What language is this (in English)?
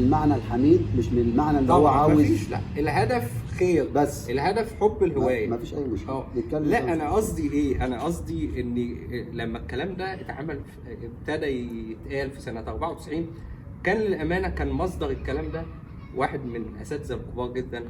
Egyptian Arabic